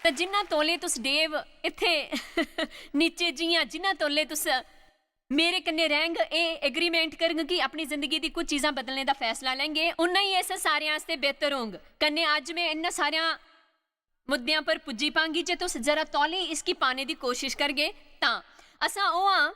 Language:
Dogri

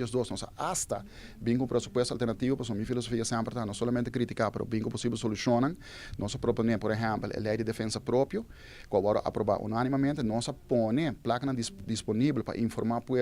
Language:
Papiamento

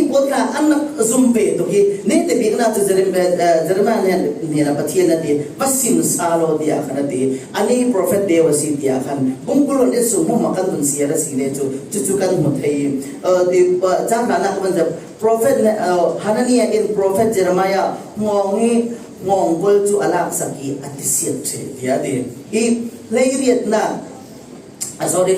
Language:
Falam Chin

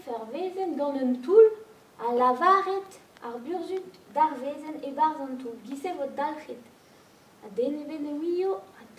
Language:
Breton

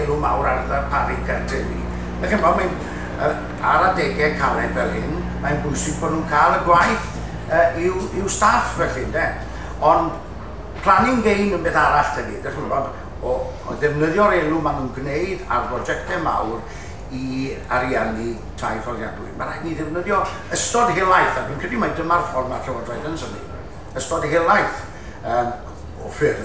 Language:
Welsh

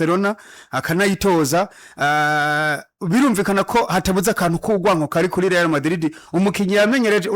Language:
Rundi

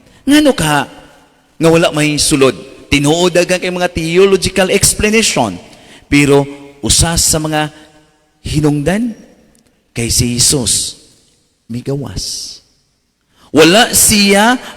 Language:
Cebuano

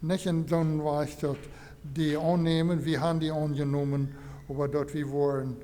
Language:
Plautdietsch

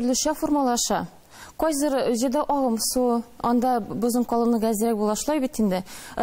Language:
Tatar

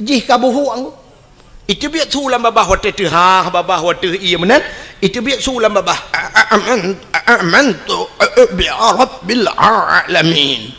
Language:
Achinese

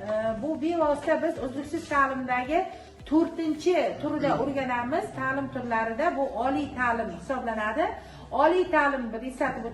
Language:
Uzbek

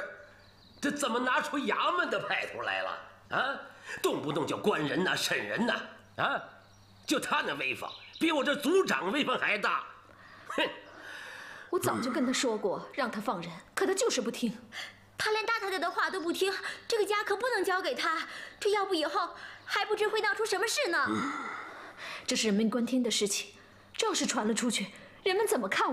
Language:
Chinese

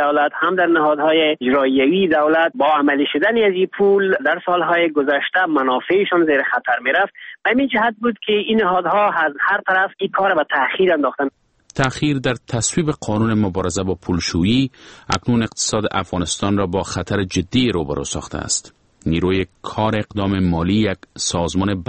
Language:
Persian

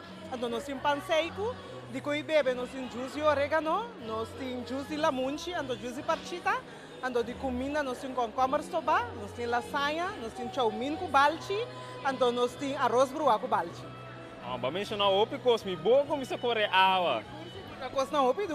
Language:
Papiamento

